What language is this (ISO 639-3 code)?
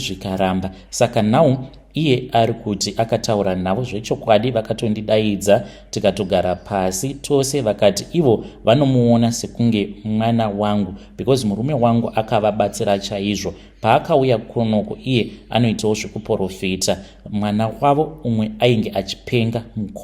sna